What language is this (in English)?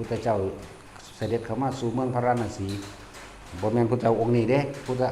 Northeastern Thai